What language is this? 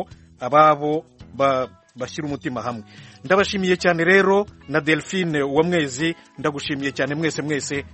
Kinyarwanda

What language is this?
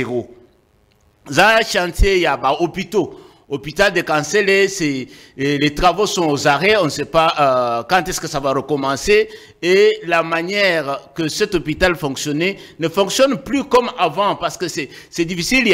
French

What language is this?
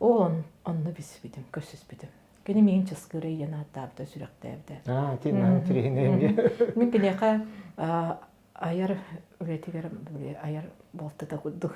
Yakut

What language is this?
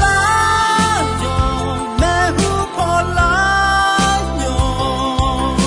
Akha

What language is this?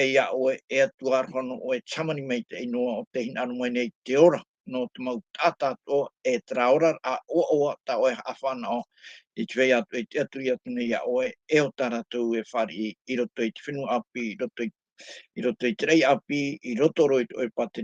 Tahitian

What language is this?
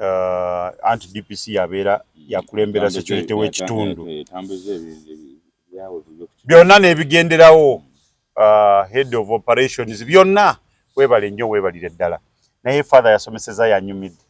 Ganda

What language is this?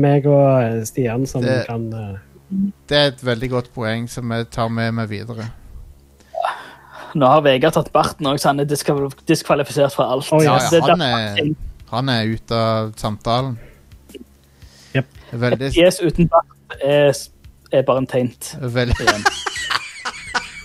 Norwegian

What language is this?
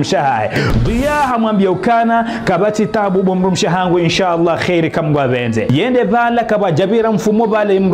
Ngazidja Comorian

